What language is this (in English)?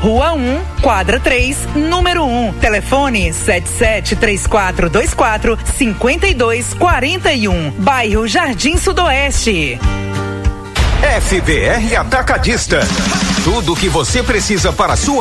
Portuguese